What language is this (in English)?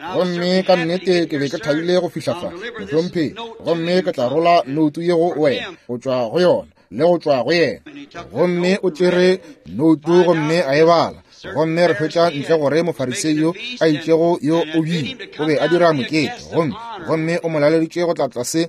Northern Sotho